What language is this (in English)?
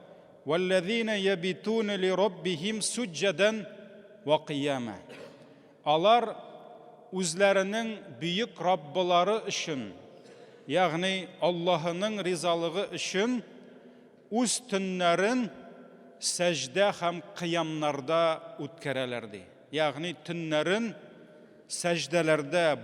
Tatar